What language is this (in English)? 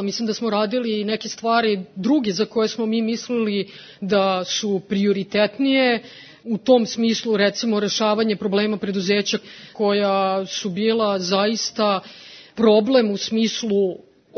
Serbian